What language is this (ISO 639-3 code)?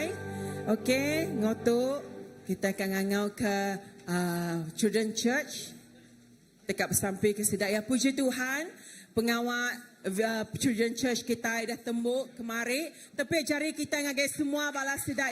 iba